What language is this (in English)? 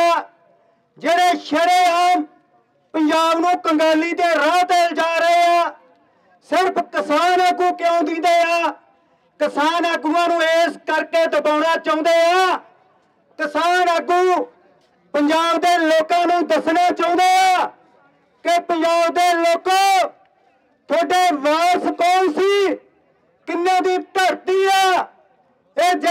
Punjabi